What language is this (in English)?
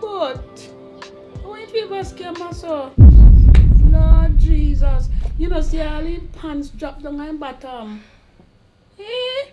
Jamaican Creole English